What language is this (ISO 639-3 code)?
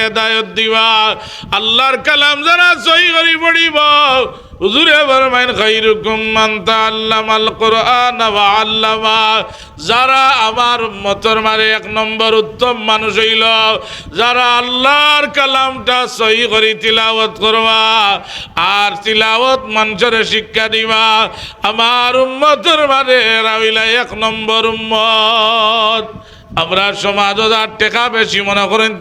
syl